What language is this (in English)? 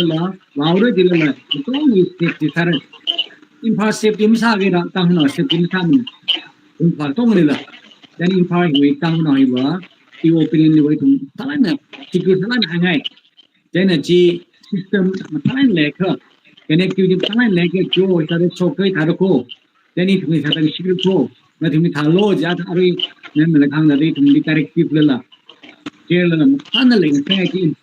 Tangkhul Naga (India)